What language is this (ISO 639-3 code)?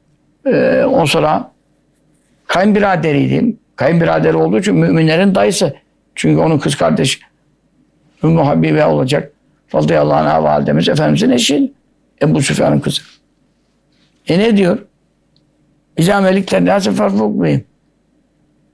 tur